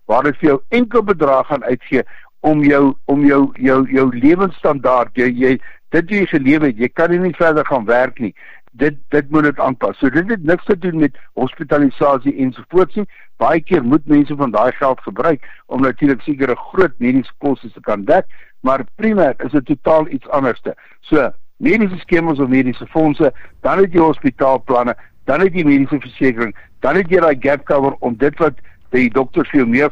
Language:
Afrikaans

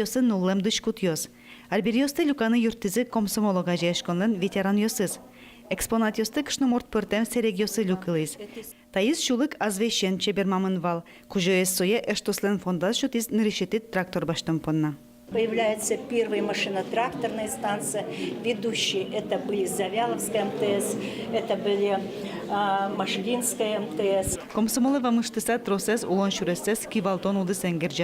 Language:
Udmurt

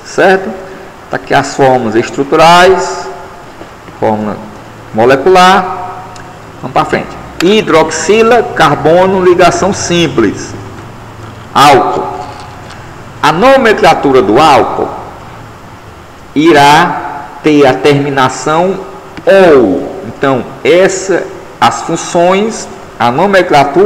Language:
Portuguese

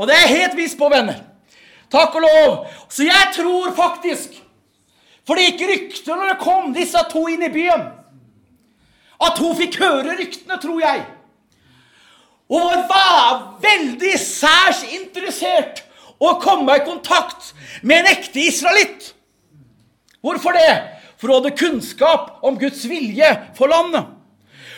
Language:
Norwegian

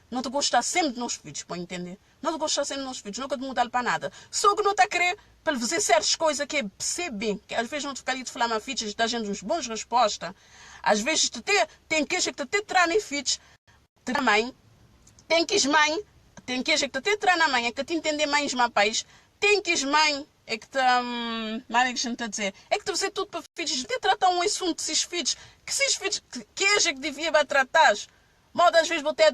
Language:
Kabuverdianu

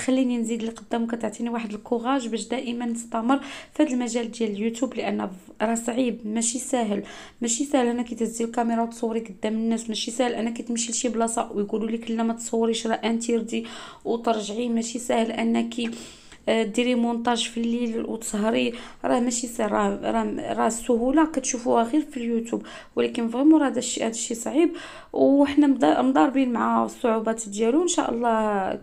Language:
Moroccan Arabic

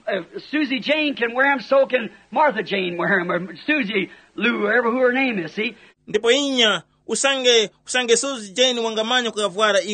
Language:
Tumbuka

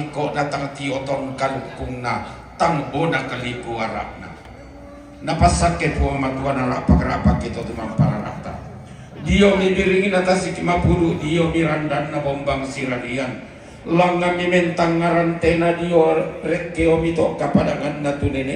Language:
Toraja-Sa'dan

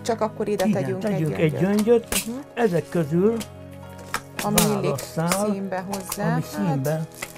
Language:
Hungarian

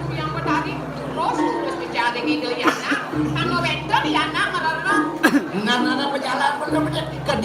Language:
Balinese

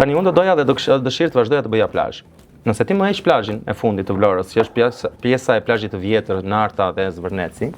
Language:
Albanian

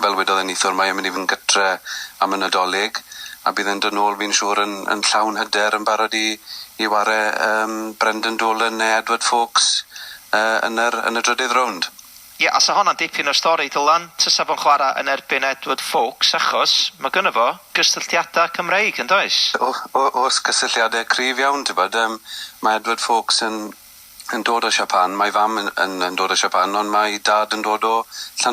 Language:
Welsh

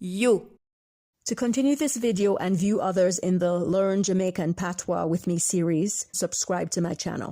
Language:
Jamaican Creole English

